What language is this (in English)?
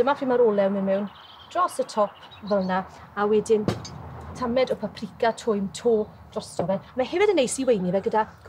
Welsh